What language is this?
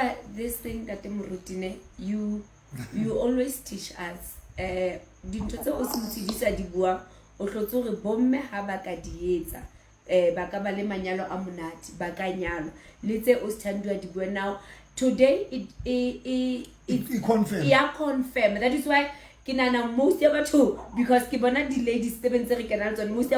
Southern Sotho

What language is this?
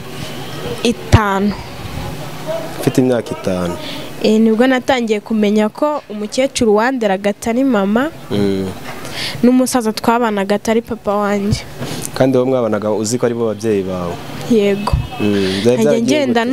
Kinyarwanda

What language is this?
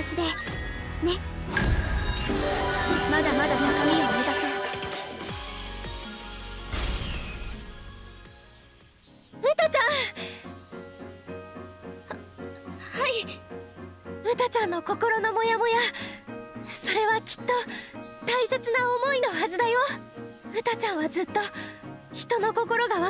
Japanese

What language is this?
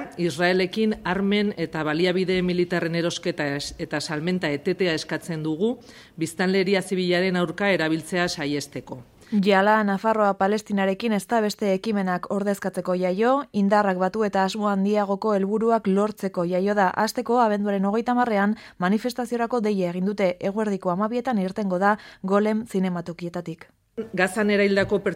Basque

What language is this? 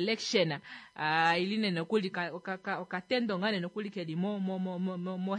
Kuanyama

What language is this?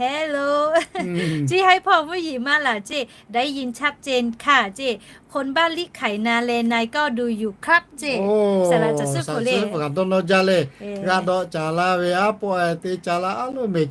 Lahu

